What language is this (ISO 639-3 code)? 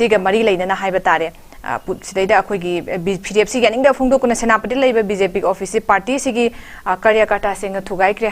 mni